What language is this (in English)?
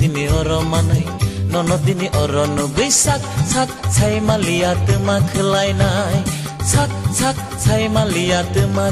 Kok Borok